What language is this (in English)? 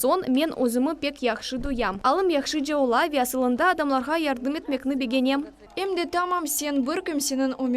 Crimean Tatar